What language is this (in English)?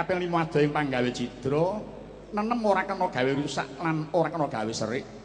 Javanese